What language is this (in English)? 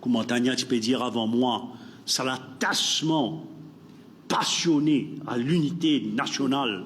Morisyen